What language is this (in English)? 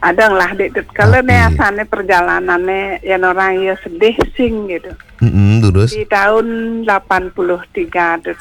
Balinese